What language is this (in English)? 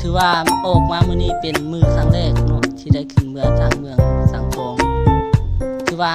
Lao